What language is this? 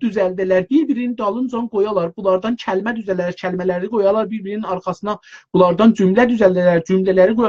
South Azerbaijani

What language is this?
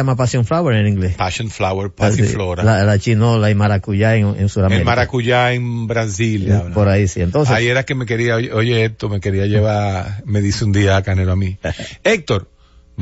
Spanish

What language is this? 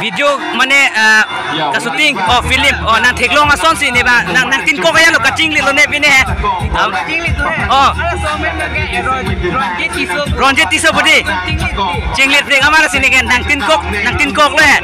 Karbi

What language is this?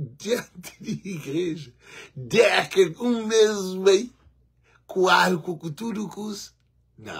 Kabuverdianu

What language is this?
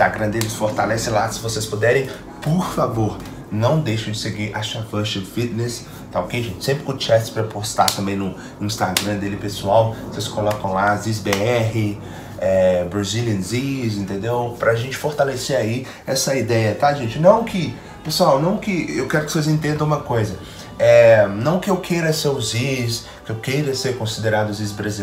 Portuguese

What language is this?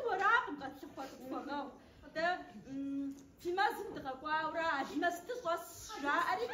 Kabardian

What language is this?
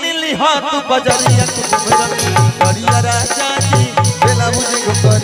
Bhojpuri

